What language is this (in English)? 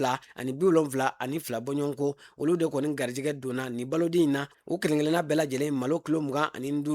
Bambara